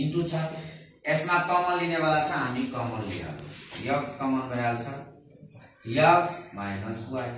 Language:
Nepali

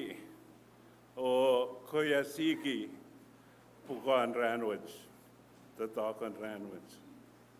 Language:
Pohnpeian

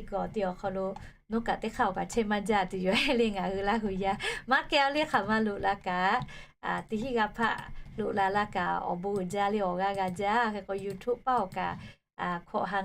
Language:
Lahu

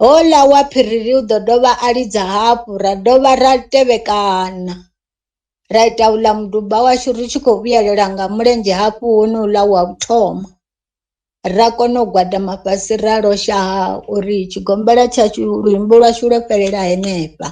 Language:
Venda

